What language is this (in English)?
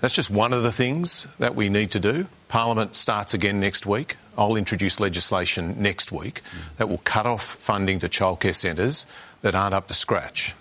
Samoan